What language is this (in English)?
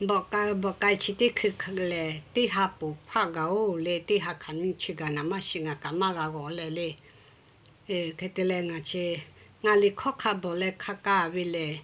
Lahu